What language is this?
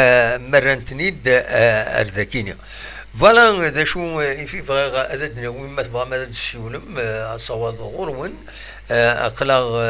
Kabyle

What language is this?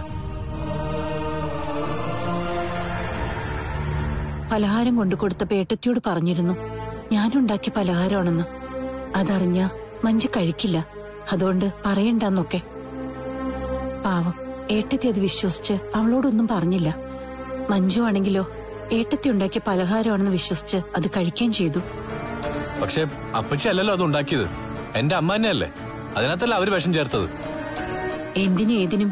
Malayalam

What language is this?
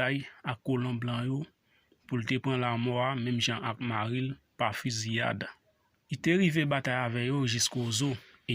Haitian Creole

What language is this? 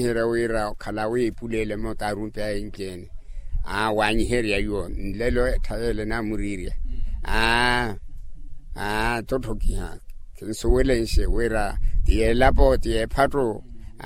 Makhuwa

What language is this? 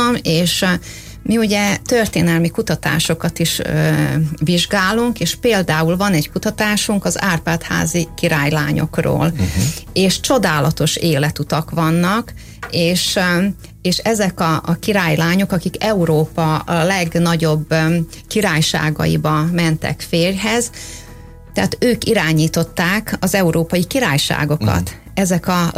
Hungarian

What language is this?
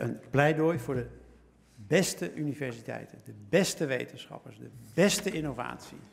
Dutch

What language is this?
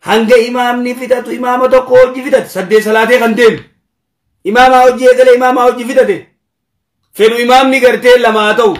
Oromo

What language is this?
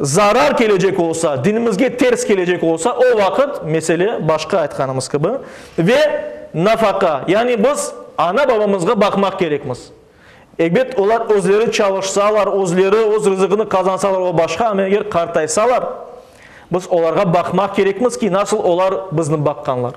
Crimean Tatar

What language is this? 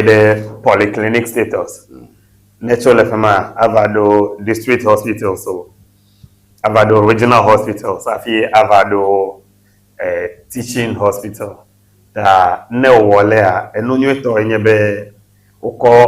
Ewe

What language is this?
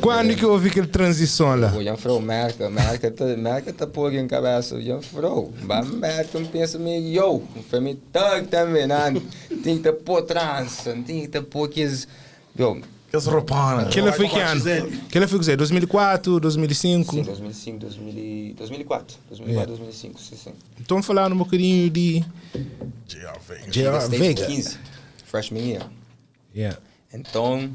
Kabuverdianu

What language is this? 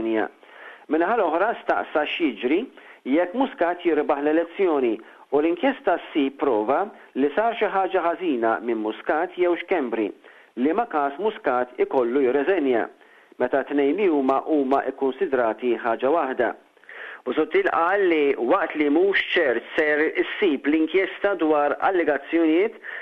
Maltese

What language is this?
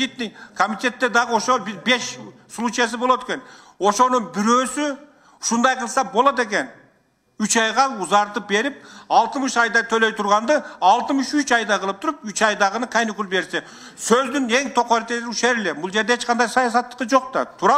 Kyrgyz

